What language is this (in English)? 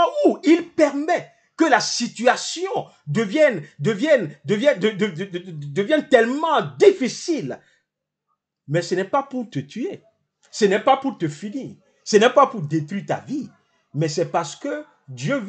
French